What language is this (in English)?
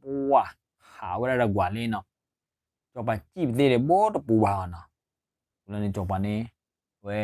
S'gaw Karen